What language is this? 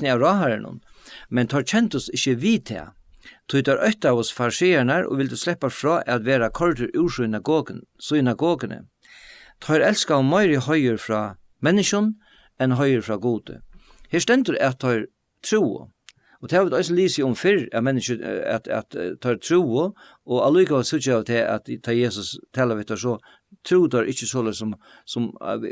Faroese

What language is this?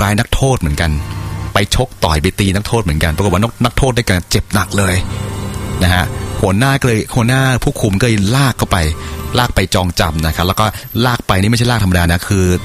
Thai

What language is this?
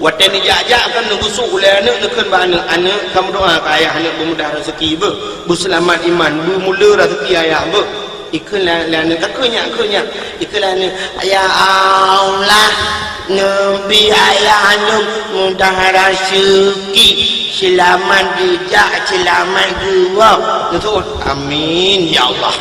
Achinese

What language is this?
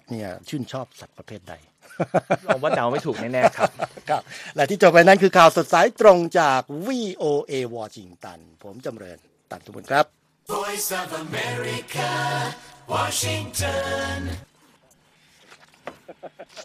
Thai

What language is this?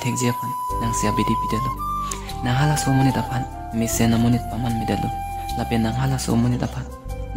Karbi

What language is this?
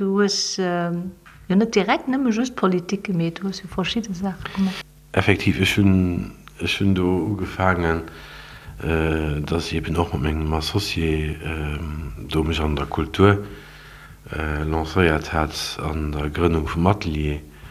Luxembourgish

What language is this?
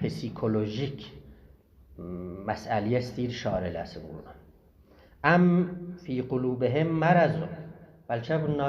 South Azerbaijani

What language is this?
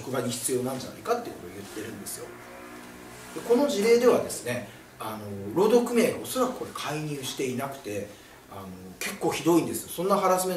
Japanese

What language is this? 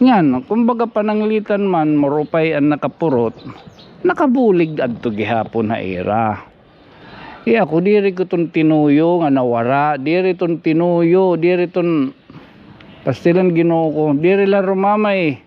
Waray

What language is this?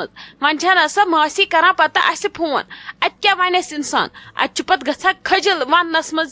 Kashmiri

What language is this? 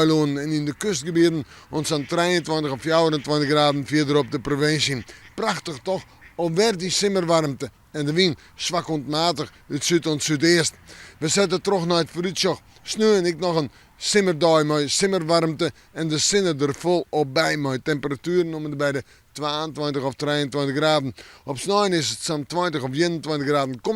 Western Frisian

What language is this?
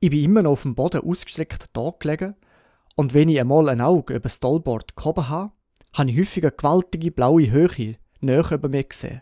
Swiss German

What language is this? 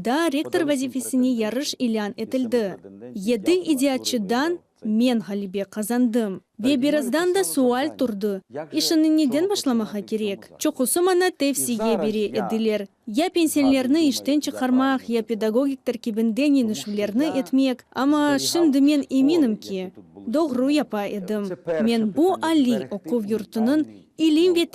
Crimean Tatar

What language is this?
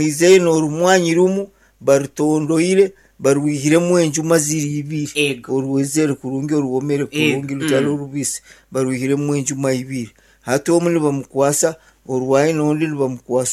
Nyankole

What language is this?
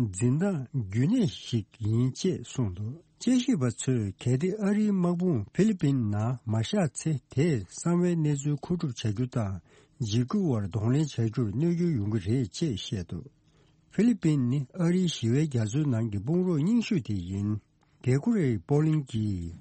Tibetan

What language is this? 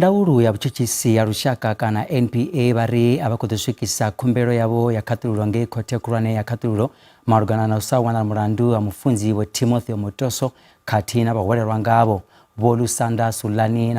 Venda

